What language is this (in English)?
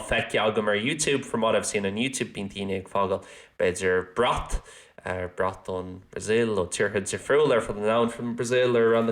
Irish